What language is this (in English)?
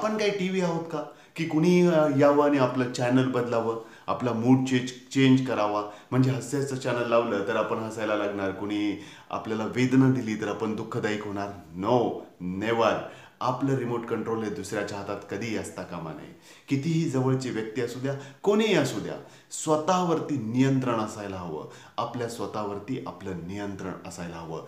Marathi